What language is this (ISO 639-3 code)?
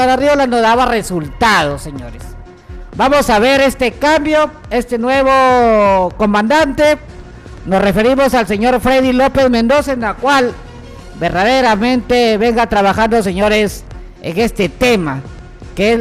spa